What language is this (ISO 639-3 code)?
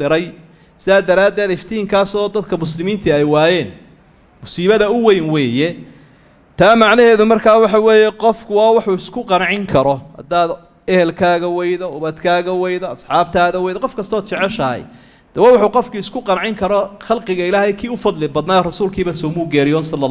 som